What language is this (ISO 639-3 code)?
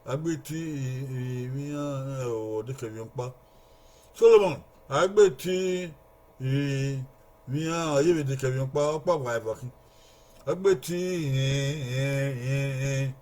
bin